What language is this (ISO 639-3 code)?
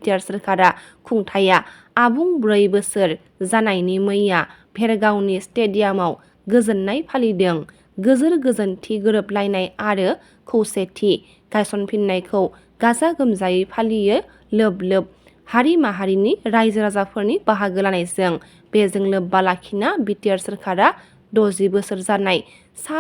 brx